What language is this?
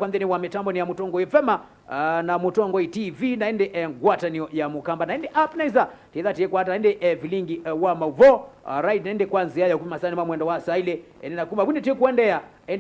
Kamba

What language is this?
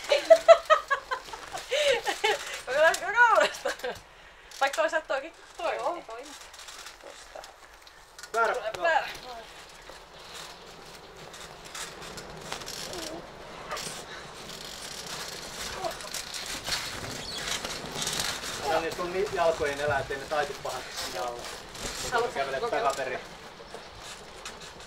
Finnish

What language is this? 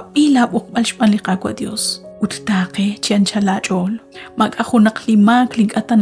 Kekchí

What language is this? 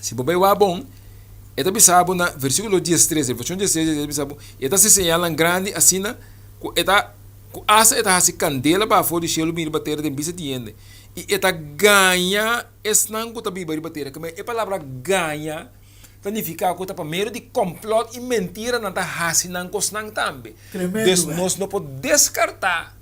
Papiamento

